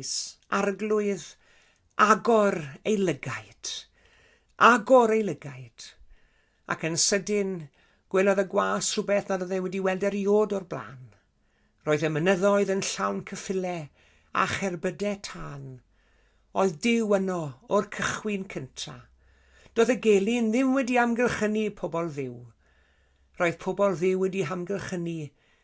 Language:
Welsh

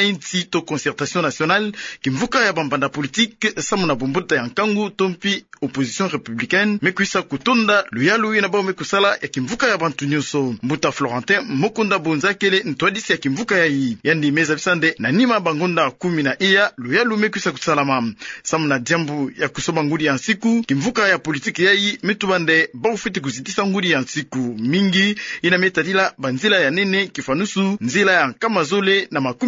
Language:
Kituba (Democratic Republic of Congo)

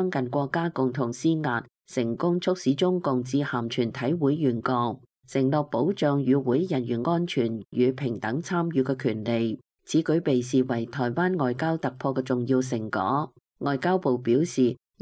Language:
Cantonese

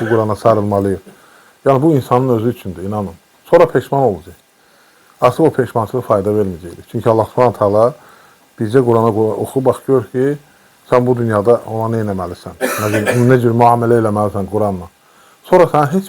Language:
Azerbaijani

